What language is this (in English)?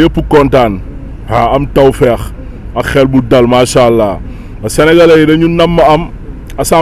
Wolof